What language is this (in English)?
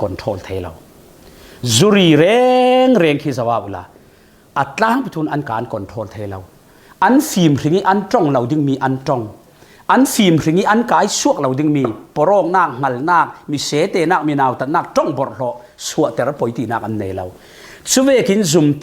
Falam Chin